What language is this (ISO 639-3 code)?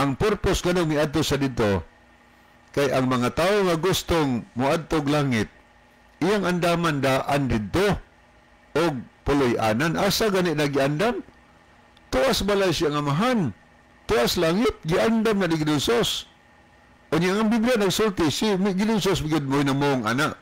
ceb